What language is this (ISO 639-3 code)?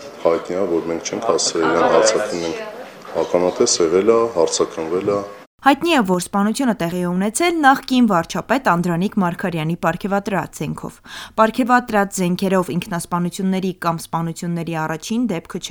hye